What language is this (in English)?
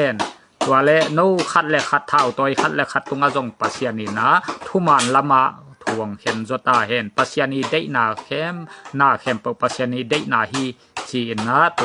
Tedim Chin